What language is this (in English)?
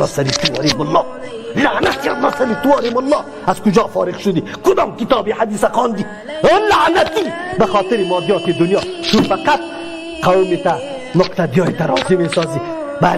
Tajik